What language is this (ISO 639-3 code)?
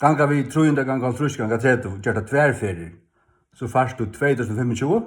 fao